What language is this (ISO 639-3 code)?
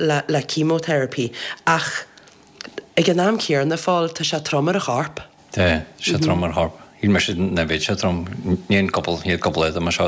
gle